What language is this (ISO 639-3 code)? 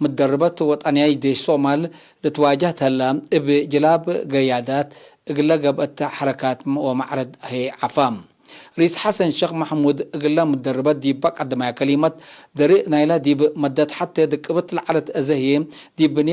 tig